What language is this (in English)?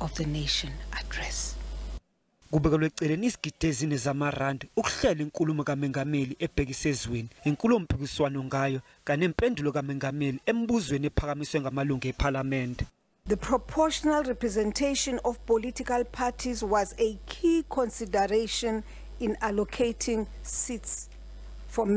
Zulu